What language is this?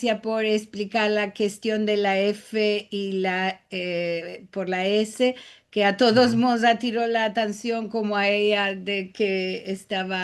Ladino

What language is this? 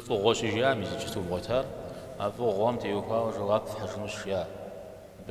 Kabardian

